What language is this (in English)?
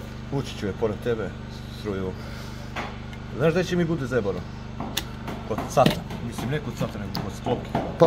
Croatian